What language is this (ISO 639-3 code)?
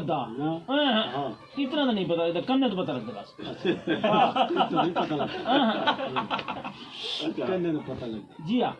skr